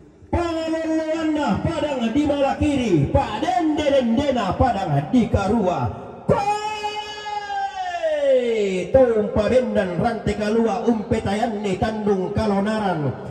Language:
Toraja-Sa'dan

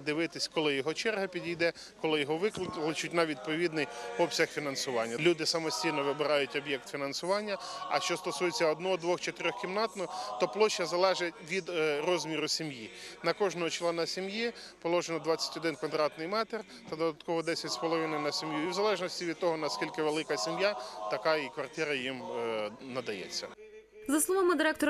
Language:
Ukrainian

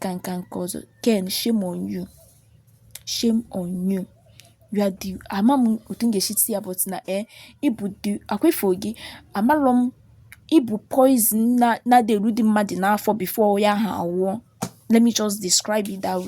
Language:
Igbo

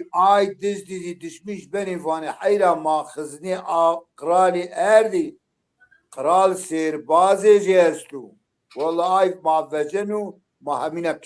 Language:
Zaza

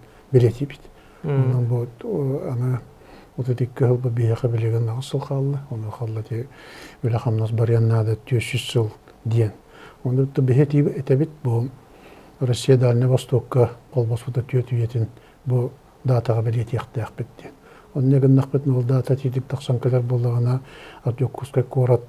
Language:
Yakut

